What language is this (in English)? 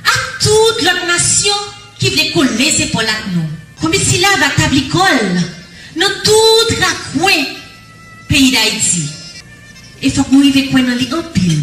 Haitian Creole